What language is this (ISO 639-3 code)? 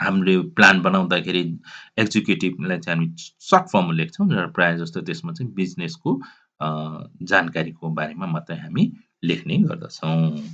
nep